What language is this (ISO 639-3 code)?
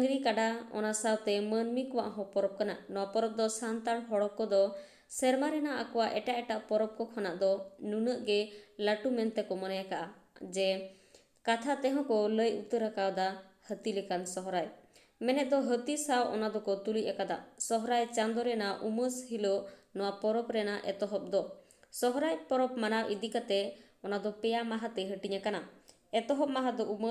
sat